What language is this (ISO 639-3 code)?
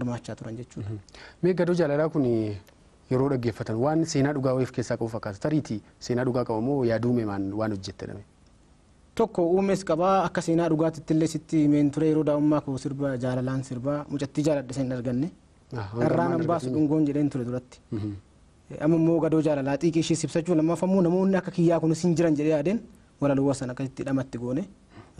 orm